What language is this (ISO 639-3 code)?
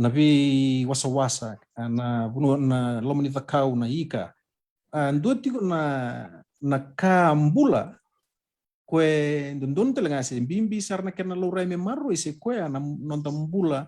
fij